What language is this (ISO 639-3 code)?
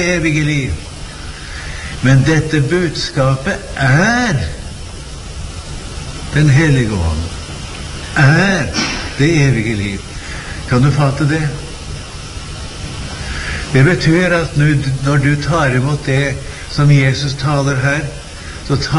nor